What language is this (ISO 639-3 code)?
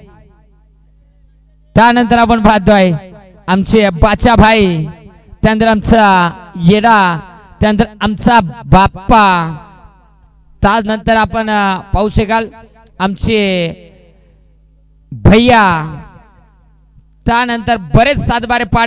mar